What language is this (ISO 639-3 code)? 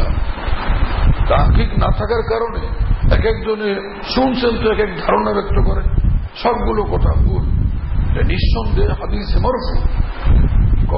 ben